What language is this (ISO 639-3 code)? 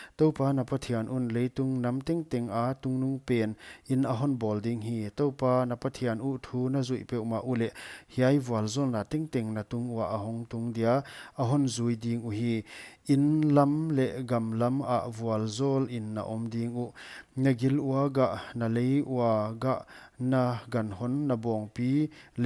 pck